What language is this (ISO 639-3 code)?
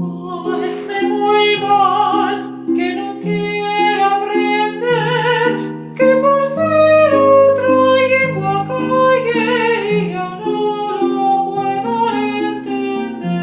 ast